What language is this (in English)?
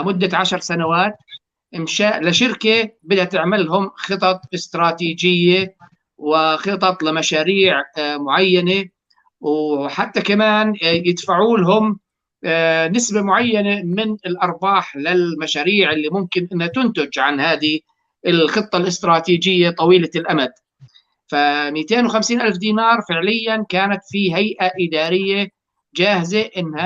North Levantine Arabic